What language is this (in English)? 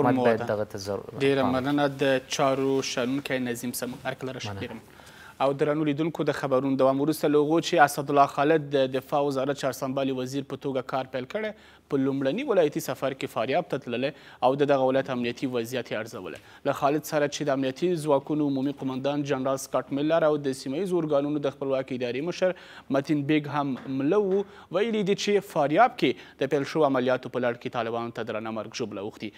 Pashto